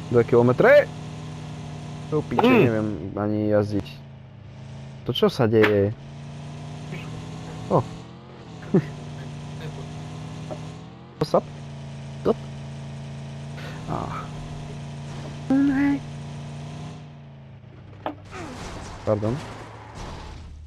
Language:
Slovak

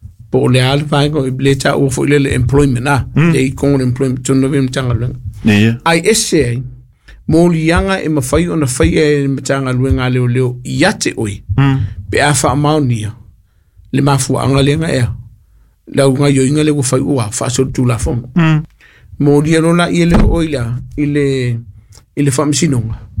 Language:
Samoan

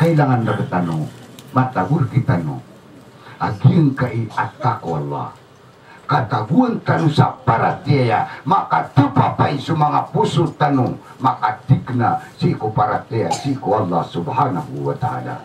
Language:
Maranao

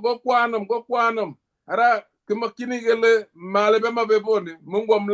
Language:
Kalenjin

